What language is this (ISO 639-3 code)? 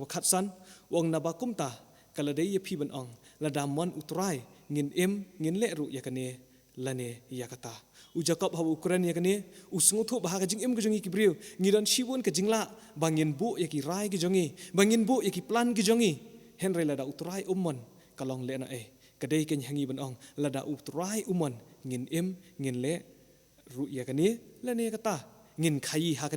kha